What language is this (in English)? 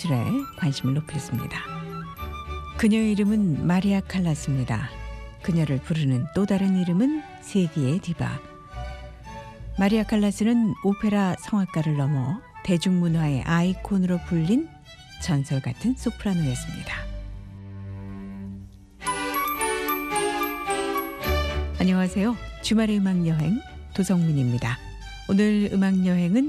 Korean